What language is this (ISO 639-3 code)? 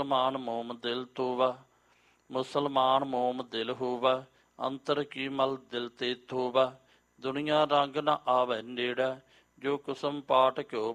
pan